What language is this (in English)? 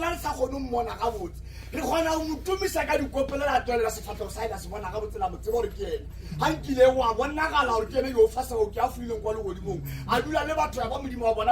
Northern Sotho